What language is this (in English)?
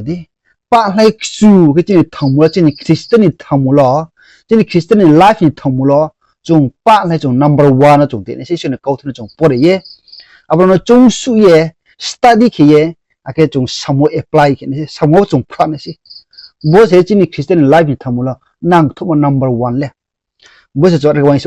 Riang (India)